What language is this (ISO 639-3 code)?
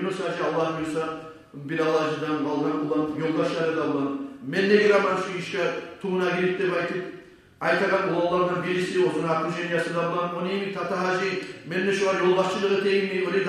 kum